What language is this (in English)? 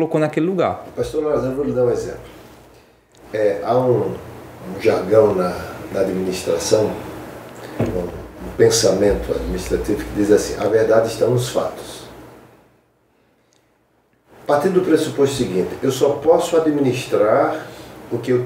Portuguese